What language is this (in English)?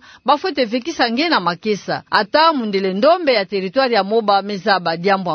Kituba (Democratic Republic of Congo)